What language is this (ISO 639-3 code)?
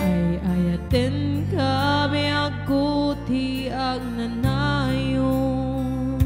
ilo